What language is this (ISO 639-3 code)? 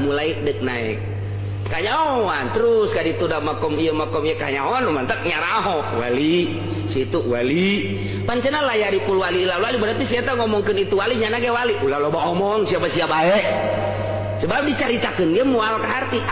sun